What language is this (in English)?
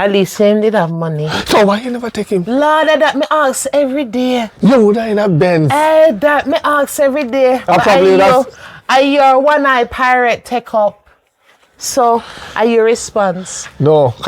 Jamaican Creole English